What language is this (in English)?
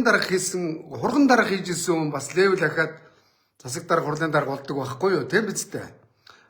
Mongolian